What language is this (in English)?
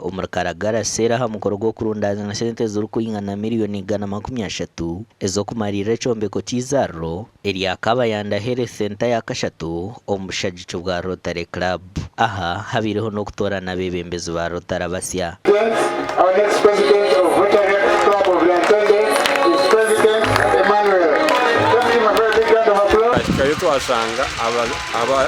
Nyankole